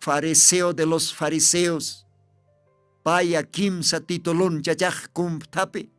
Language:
Aymara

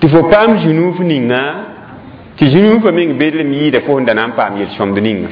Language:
Mossi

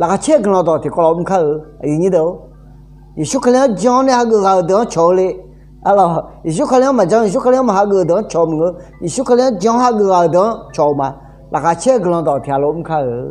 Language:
Akha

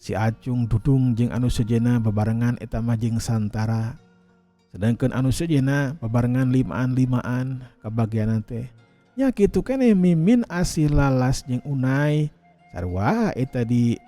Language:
Sundanese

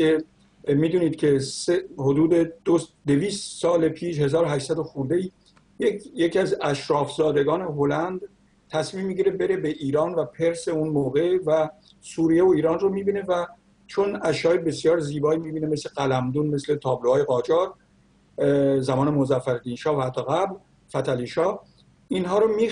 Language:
Persian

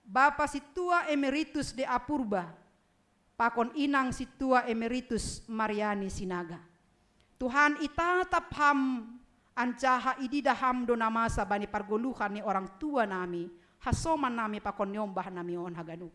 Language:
Batak Simalungun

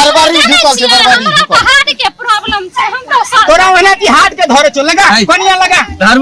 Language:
Maithili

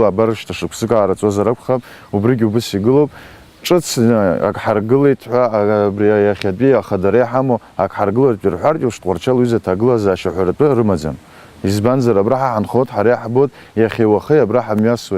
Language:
Abkhazian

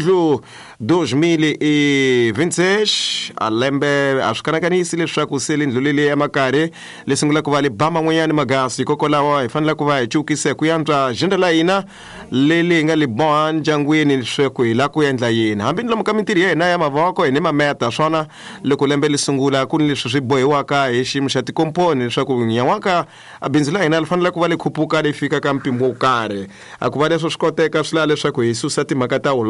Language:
Tsonga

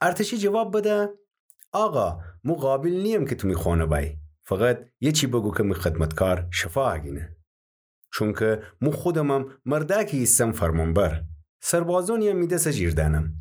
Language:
Gilaki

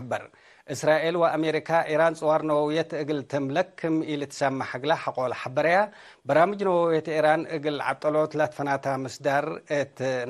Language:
Tigre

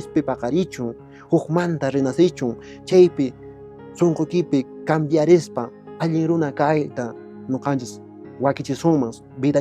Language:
Quechua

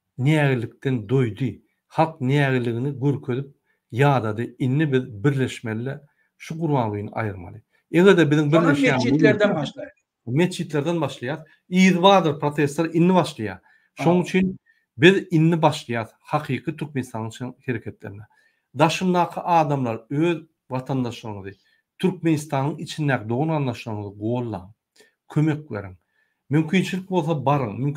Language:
Turkmen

